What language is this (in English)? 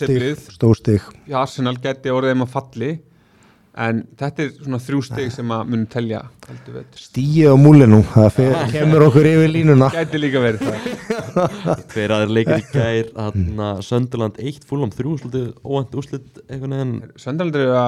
Icelandic